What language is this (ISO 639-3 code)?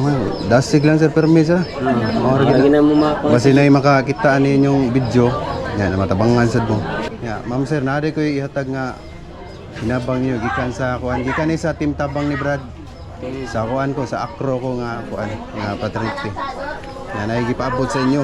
ceb